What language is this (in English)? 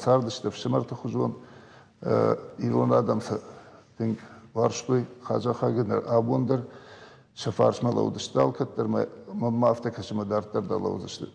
Ossetic